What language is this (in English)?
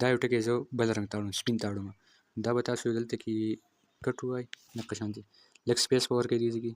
Pashto